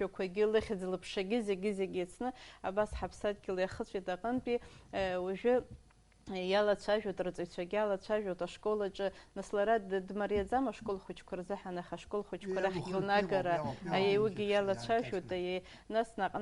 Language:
Abkhazian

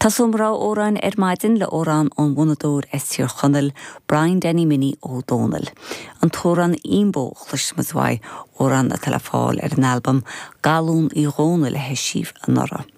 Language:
Irish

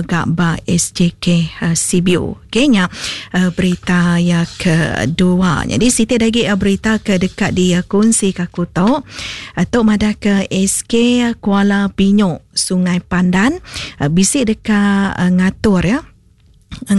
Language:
Iban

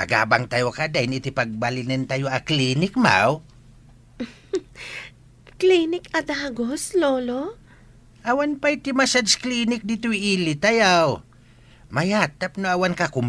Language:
Iloko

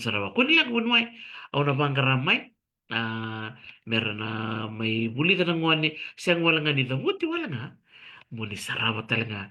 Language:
Fijian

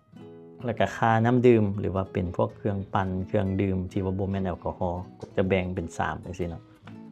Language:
Lao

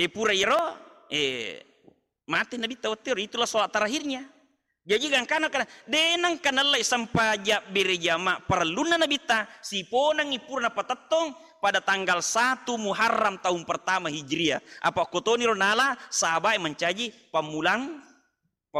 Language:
Buginese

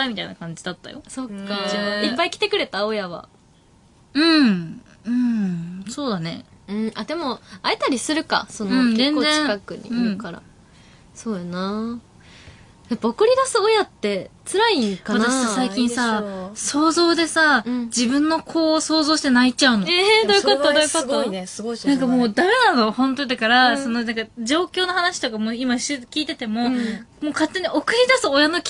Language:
Japanese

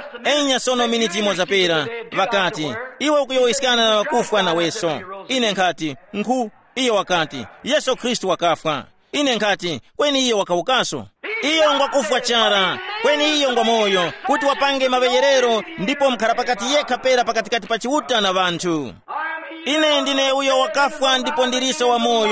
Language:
Tumbuka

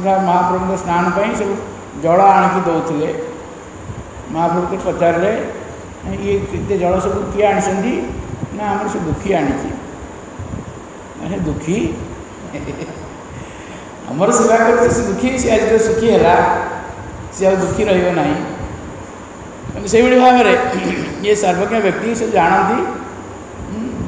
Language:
Odia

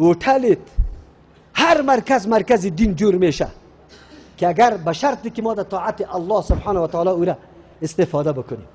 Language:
Persian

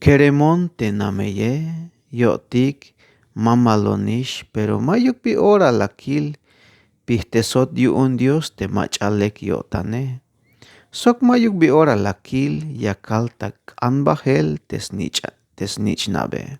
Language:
Tzeltal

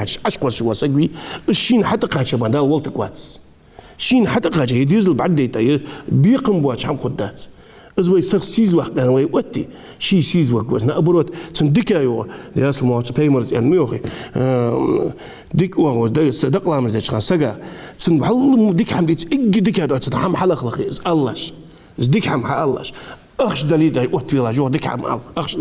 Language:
Ingush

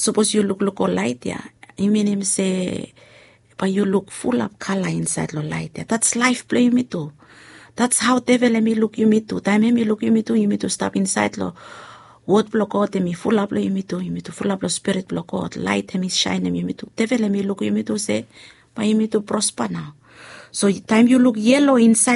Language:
Bislama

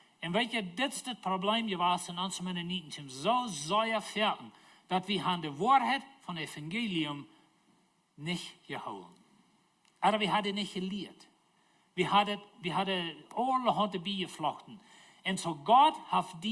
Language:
Plautdietsch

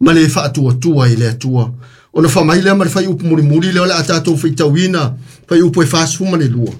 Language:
Samoan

